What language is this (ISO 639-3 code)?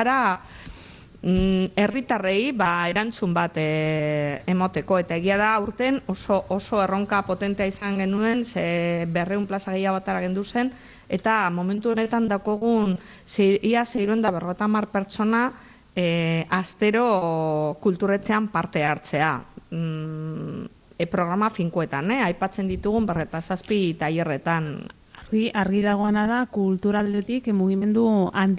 eus